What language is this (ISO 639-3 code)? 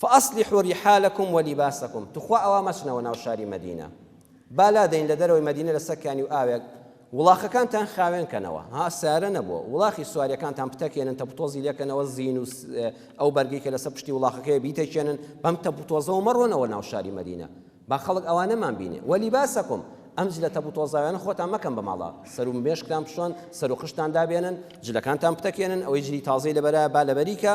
ckb